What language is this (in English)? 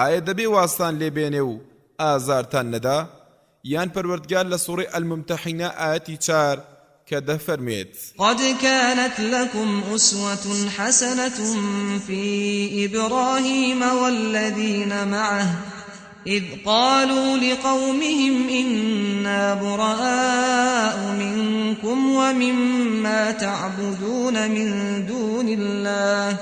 Central Kurdish